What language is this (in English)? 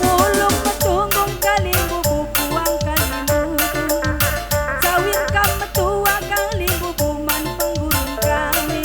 Batak Karo